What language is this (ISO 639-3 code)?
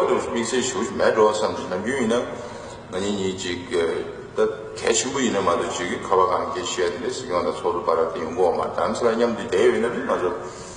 bod